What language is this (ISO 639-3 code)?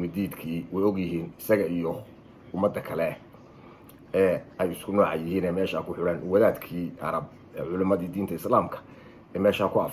som